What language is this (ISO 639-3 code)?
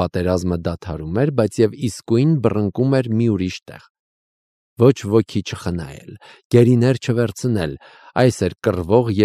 hye